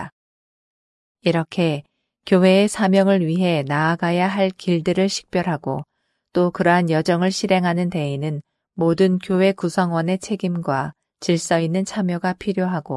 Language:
Korean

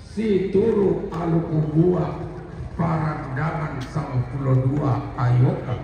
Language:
Toraja-Sa'dan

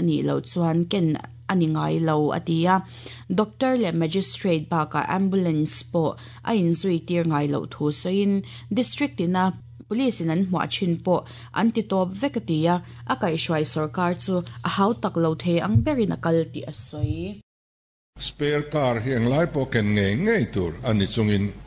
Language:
Mizo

